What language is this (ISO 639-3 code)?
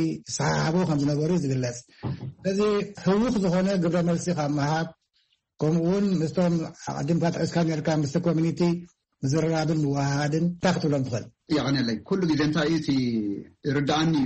tir